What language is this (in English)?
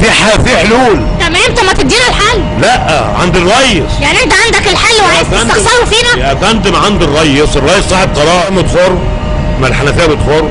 Egyptian Arabic